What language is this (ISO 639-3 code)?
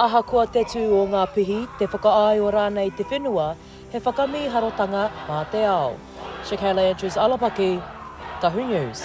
mri